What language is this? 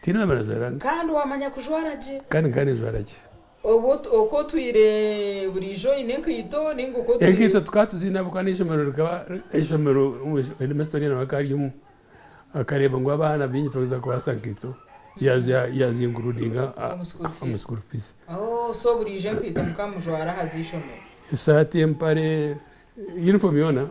Nyankole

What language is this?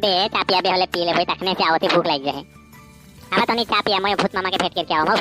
Sadri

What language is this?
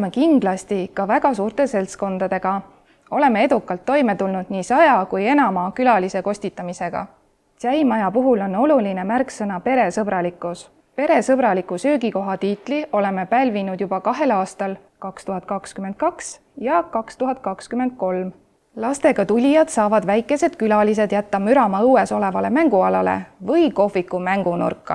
Estonian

